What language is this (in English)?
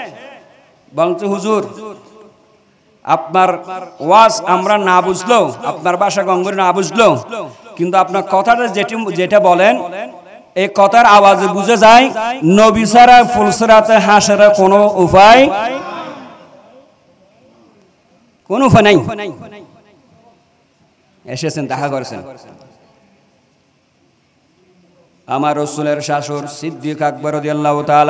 Bangla